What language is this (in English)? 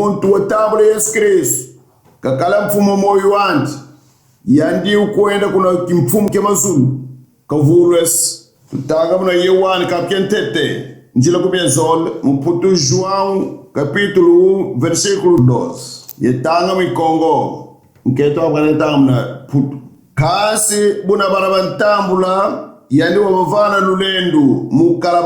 Kongo